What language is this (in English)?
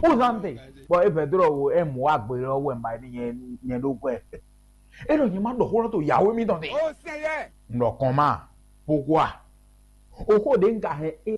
Fon